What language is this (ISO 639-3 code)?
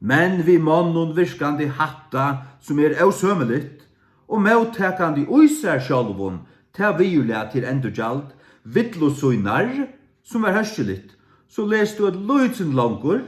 fao